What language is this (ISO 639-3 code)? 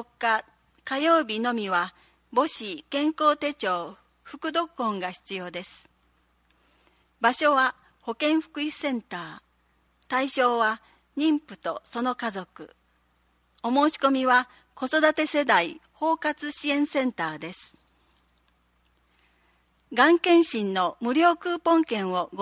jpn